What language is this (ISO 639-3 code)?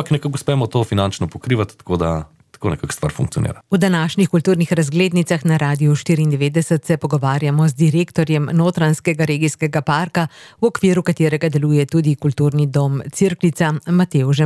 slv